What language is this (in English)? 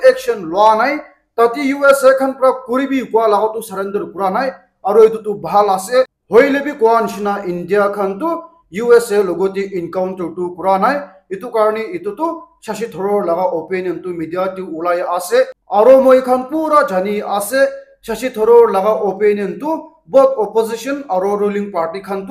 Naga Pidgin